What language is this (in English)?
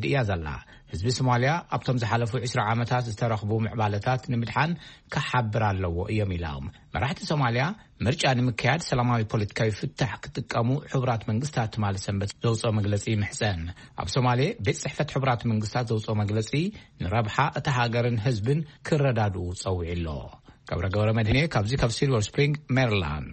Tigrinya